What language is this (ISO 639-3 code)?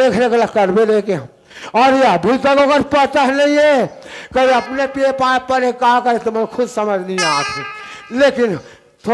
hne